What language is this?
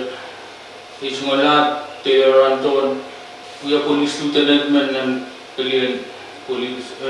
Pohnpeian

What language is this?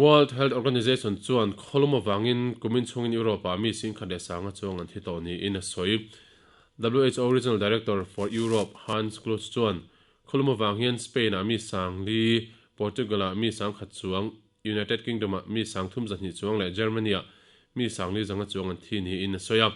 Mizo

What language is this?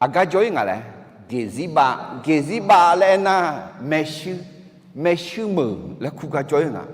Akha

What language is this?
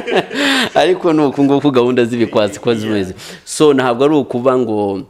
Kinyarwanda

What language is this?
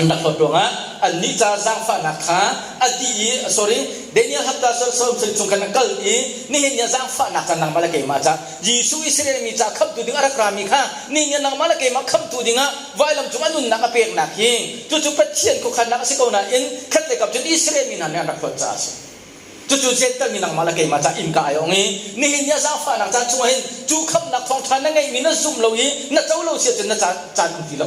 Hakha Chin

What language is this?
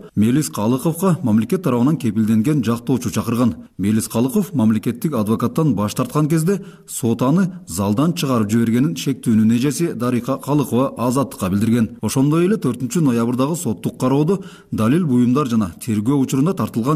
Kyrgyz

